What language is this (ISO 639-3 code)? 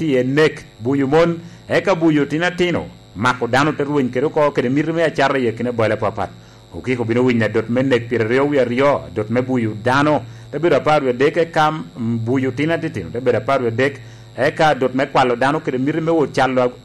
laj